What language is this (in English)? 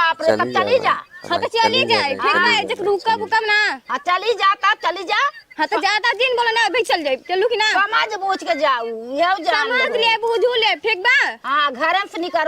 Awadhi